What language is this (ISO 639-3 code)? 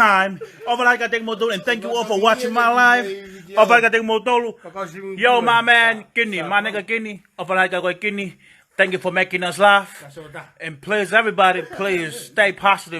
ton